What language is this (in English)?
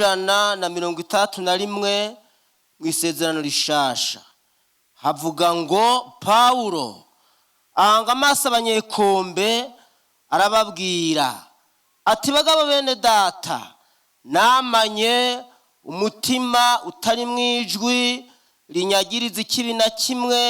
Rundi